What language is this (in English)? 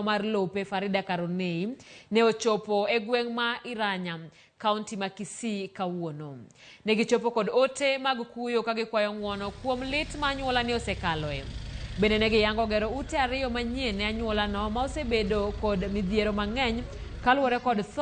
Luo (Kenya and Tanzania)